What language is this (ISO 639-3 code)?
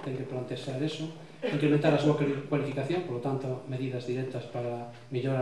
glg